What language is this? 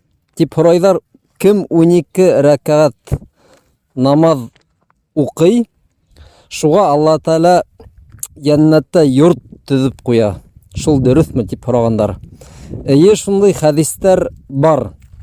Bashkir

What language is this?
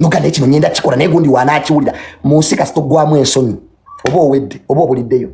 Ganda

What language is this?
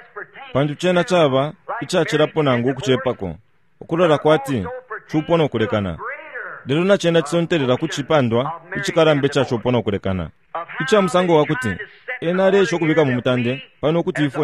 Bemba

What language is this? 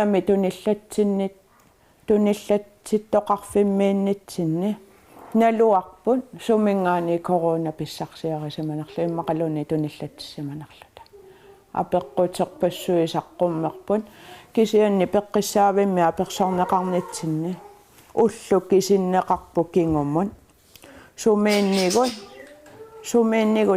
Kalaallisut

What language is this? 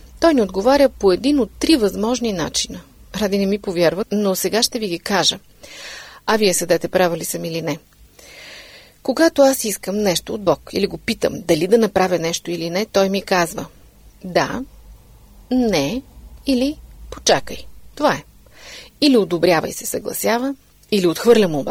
Bulgarian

